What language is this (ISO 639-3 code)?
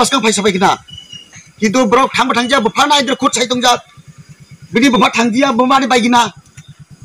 trp